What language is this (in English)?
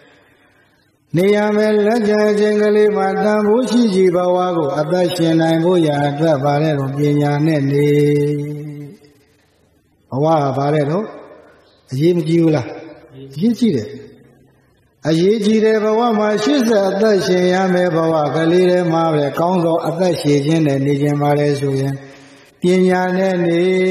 Burmese